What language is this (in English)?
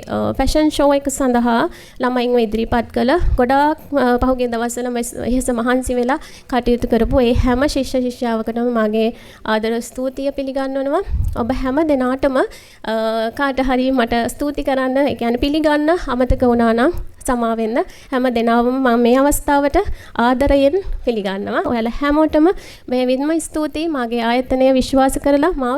Sinhala